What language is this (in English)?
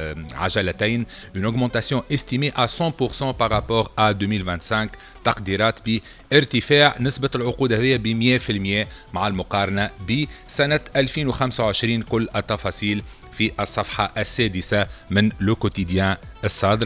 Tunisian Arabic